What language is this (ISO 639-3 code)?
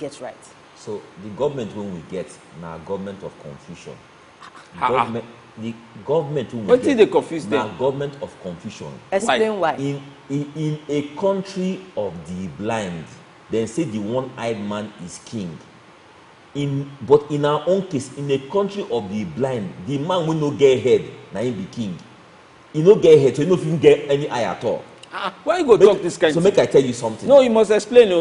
pcm